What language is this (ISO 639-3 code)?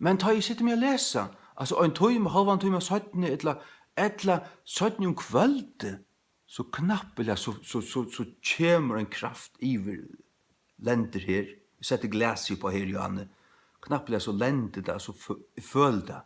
fao